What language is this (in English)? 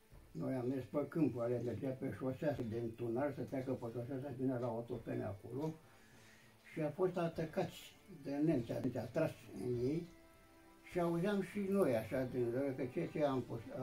Romanian